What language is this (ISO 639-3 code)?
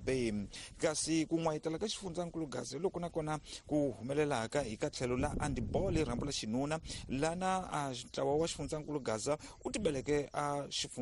tso